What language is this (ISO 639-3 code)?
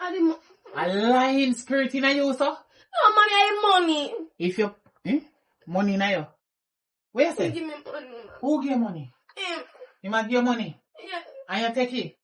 jam